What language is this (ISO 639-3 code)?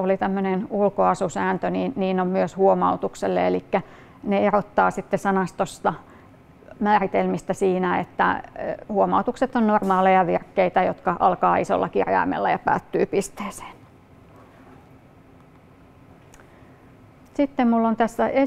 fin